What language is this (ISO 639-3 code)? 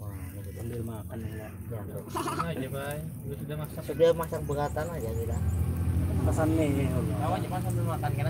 bjn